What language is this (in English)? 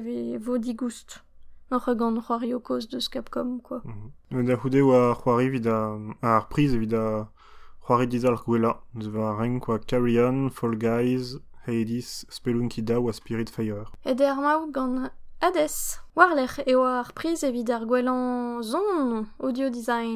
Breton